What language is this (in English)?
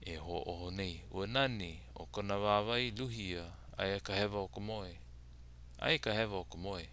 Hawaiian